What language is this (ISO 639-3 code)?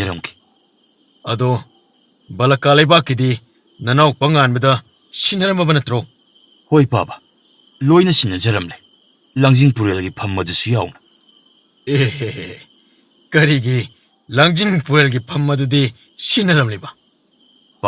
mni